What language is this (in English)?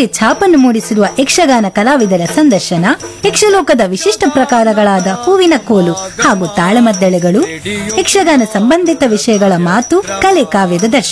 Kannada